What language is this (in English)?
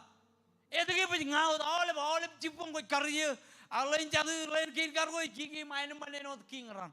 Marshallese